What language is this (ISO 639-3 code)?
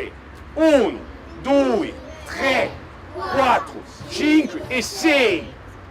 cos